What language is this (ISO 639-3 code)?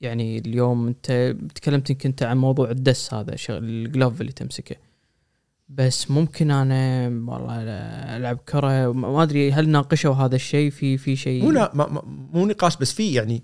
afb